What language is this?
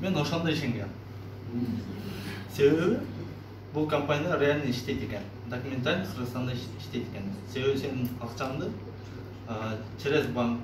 Kyrgyz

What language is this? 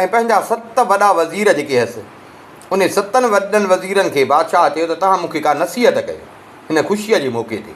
Sindhi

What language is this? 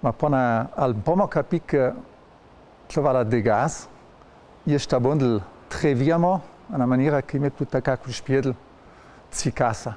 Ladin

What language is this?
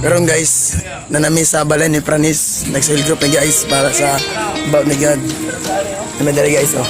Cebuano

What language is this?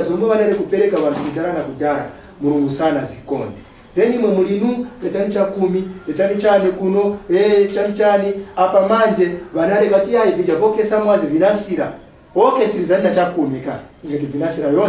Nyanja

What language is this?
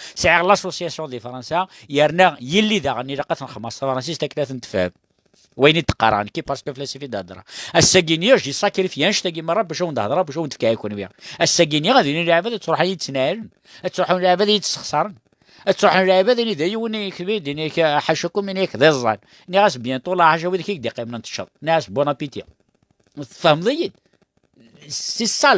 Kabyle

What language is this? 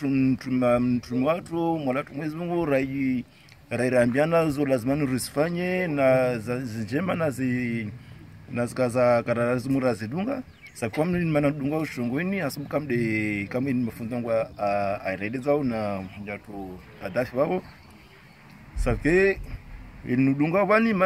Swahili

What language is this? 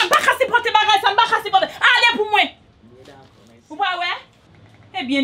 Haitian Creole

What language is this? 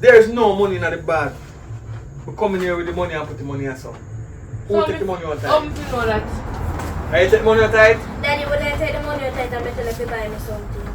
Jamaican Creole English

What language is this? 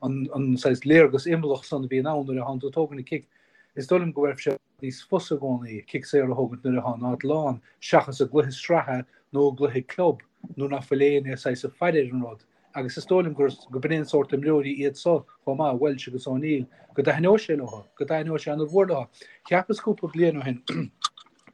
Irish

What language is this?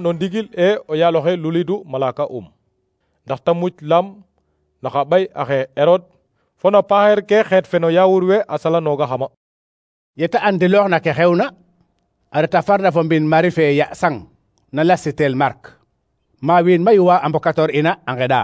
Serer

